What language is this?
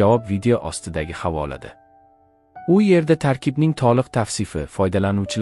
Uzbek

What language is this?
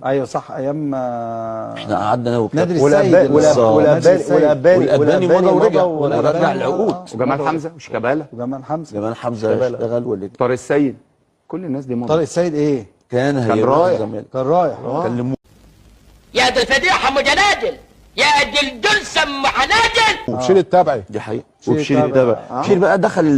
Egyptian Arabic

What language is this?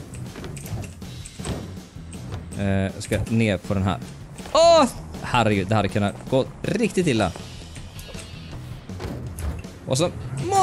Swedish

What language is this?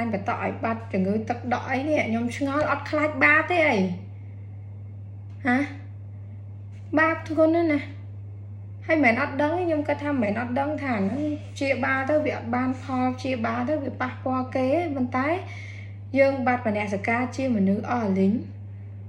Khmer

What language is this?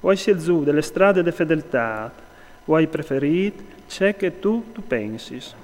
Friulian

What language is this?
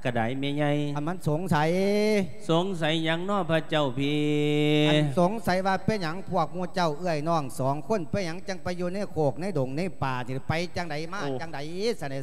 Lao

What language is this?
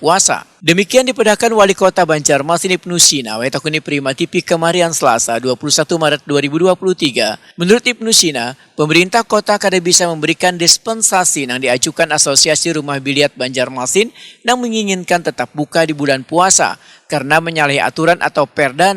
Banjar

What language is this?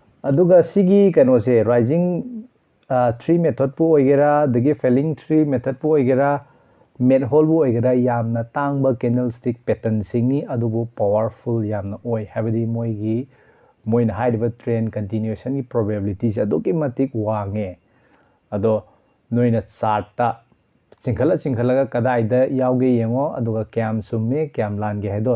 Manipuri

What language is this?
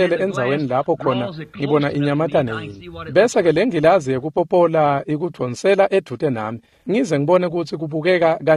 Swati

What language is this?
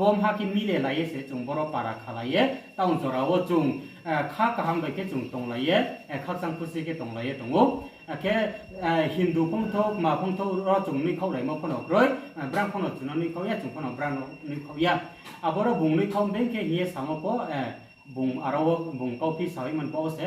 Riang (India)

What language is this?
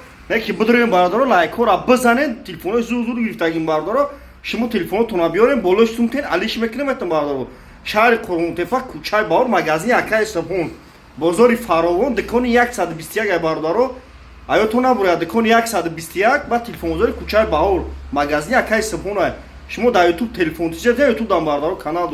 Tajik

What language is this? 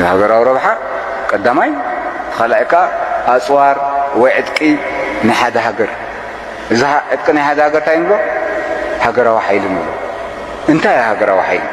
Tigrinya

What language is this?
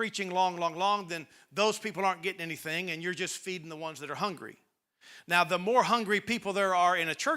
English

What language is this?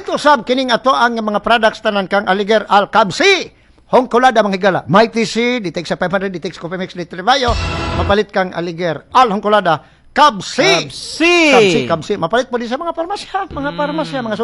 Cebuano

